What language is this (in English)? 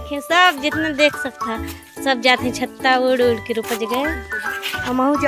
Chhattisgarhi